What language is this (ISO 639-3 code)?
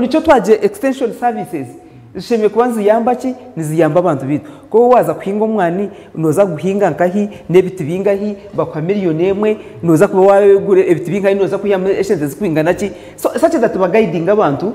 nyn